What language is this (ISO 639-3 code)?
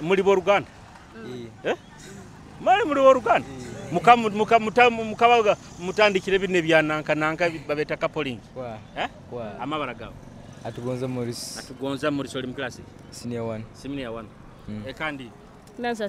nyo